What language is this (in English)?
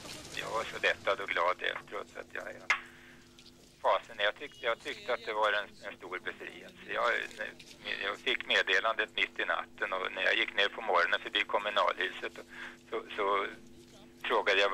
Swedish